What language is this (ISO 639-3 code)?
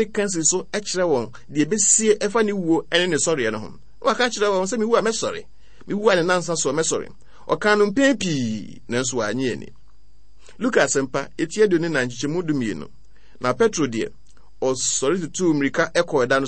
aka